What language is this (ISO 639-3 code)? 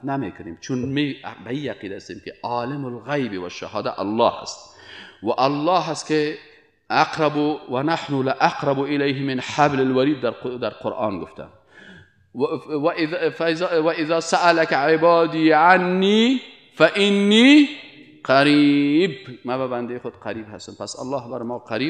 fas